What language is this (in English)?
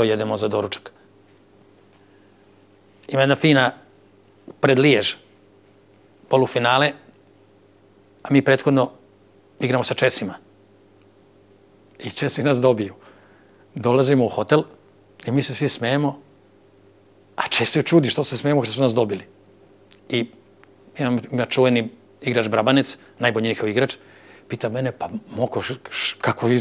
Serbian